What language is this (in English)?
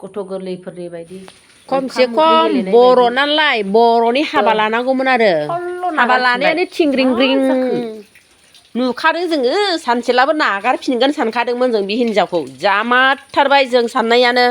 Bodo